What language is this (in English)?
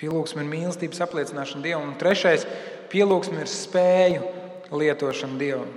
Latvian